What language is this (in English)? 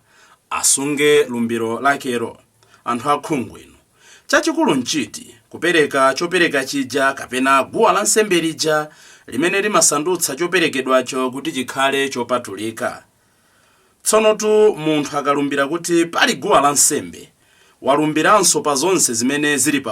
Nyanja